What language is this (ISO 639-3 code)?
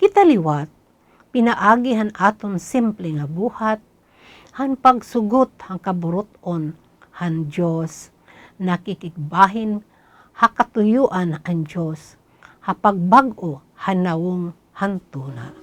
war